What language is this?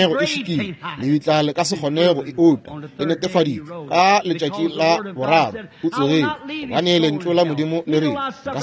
Northern Sotho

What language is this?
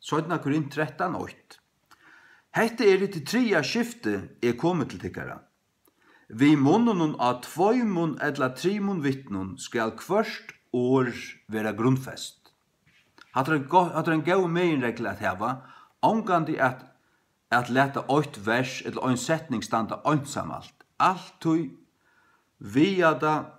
Faroese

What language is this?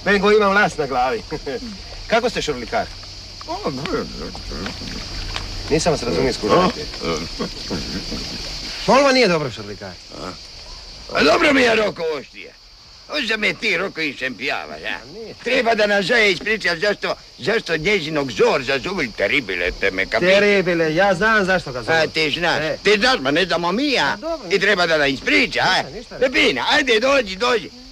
Croatian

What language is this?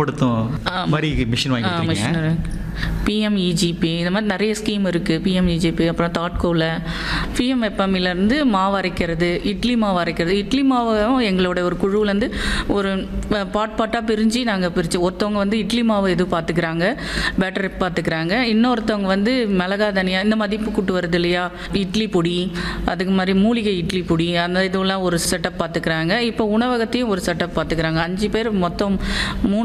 Tamil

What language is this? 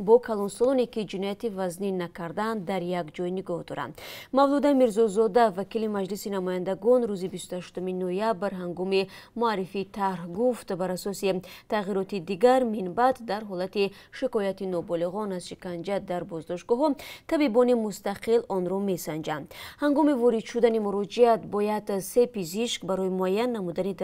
Tajik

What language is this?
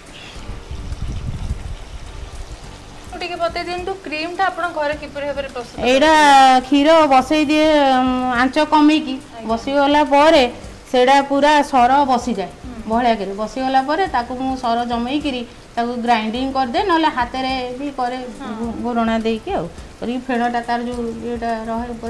Odia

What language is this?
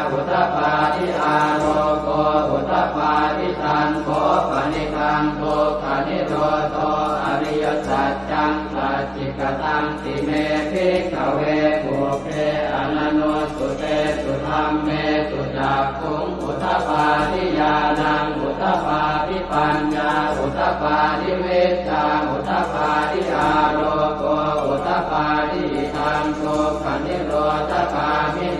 Pali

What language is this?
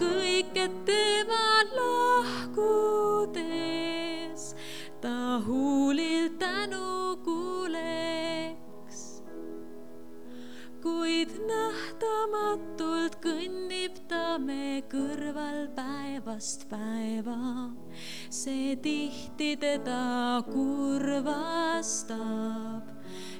Estonian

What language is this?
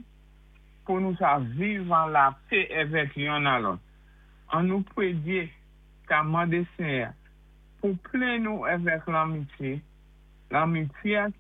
Saint Lucian Creole French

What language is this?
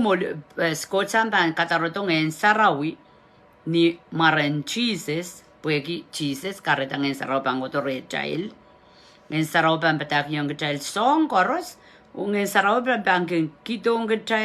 Pohnpeian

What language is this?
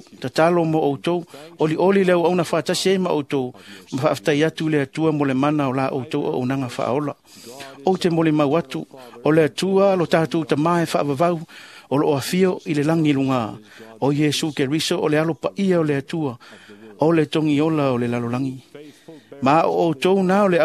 Samoan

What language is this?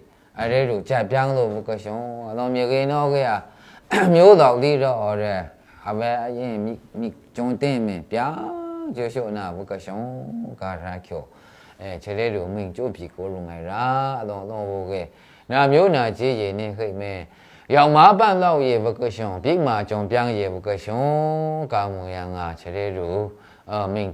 Maru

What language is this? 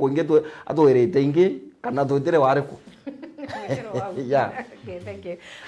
Meru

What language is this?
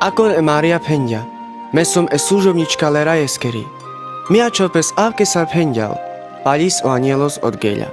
Carpathian Romani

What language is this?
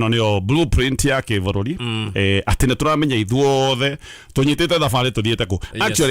Kikuyu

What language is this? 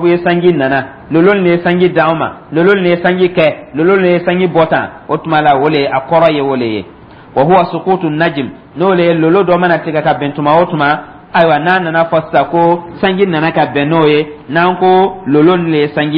Dyula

